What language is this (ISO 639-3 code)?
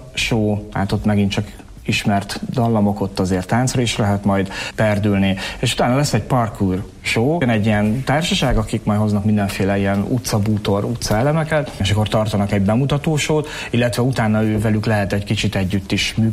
hun